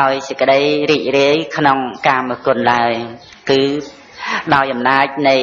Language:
Khmer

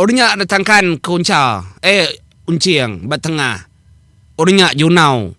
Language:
Iban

